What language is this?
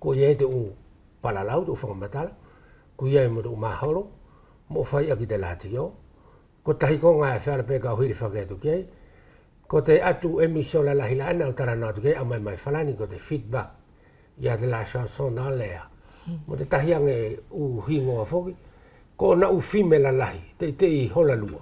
Wallisian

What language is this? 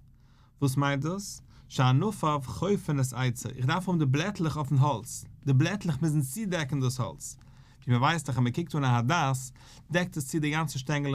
Yiddish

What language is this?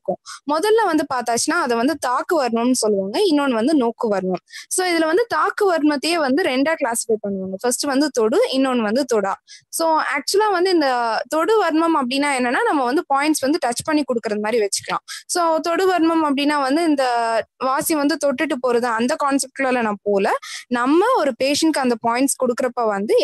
Tamil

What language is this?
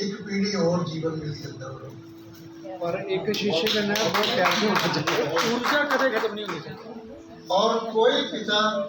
Dogri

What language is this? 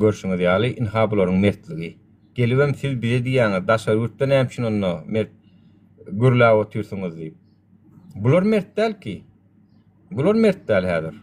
Turkmen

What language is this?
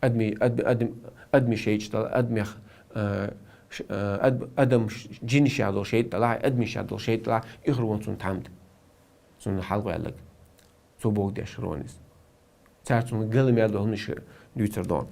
Chechen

